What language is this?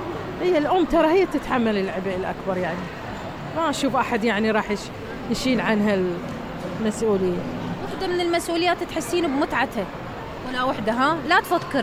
Mesopotamian Arabic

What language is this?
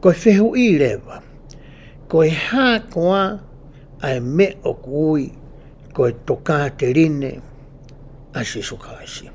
Tongan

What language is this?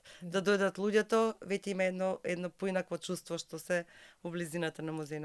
Macedonian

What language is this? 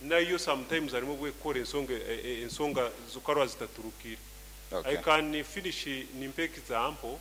Nyoro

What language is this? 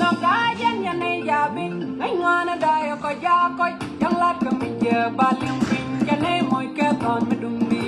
Nuer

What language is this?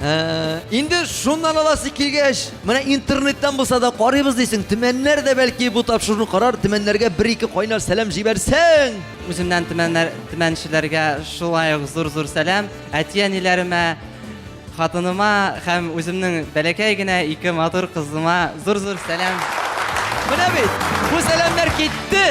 Tatar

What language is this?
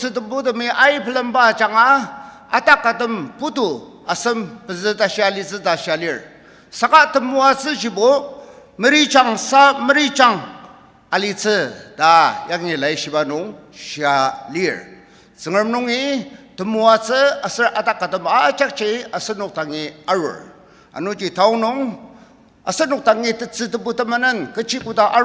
Ao Naga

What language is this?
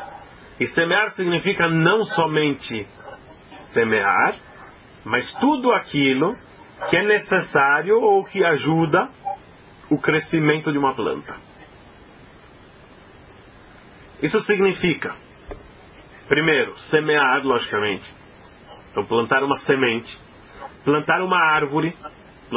Portuguese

